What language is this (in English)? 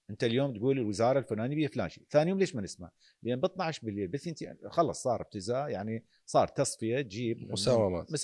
Mesopotamian Arabic